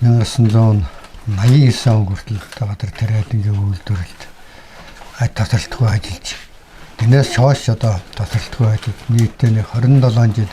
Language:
Mongolian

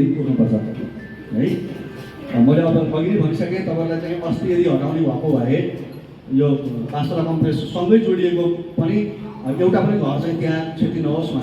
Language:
Nepali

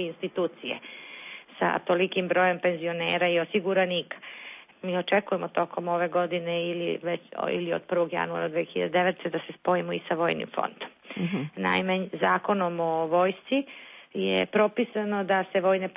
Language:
Serbian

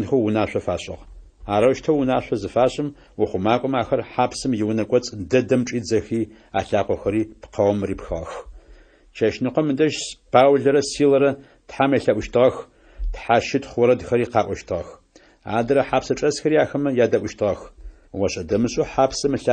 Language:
Adyghe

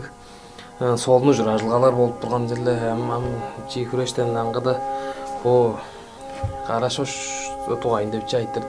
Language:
Tuvinian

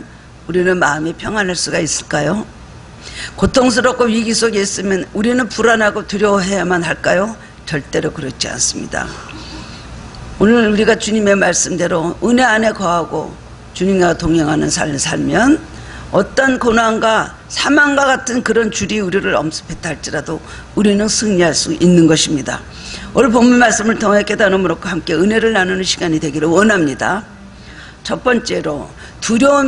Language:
Korean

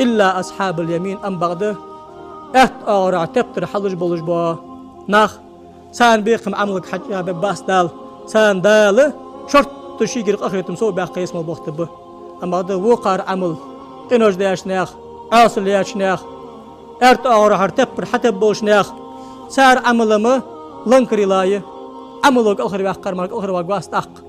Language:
Ingush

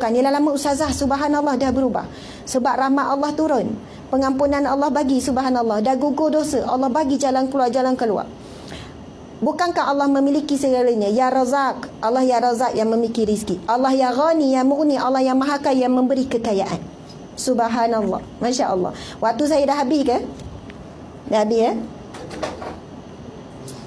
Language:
Malay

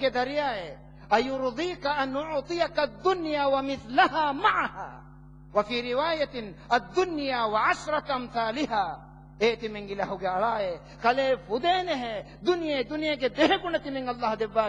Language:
Divehi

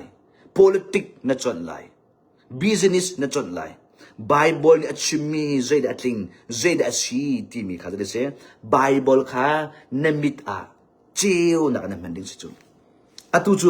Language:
Hakha Chin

